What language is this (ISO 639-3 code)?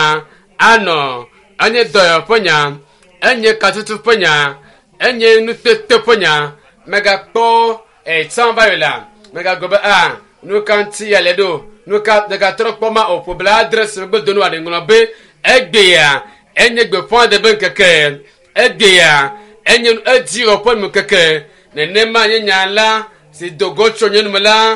ewe